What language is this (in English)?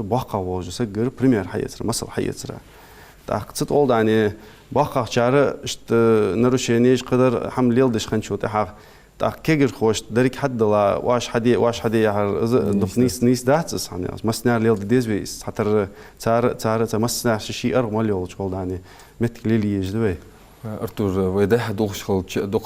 Ingush